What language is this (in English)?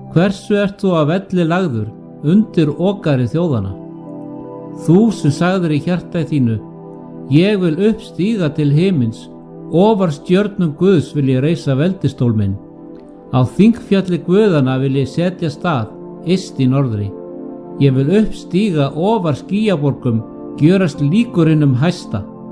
Icelandic